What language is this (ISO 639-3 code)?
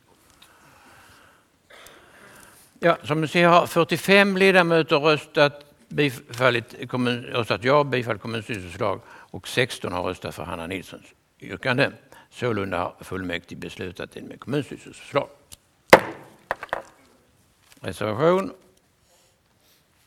swe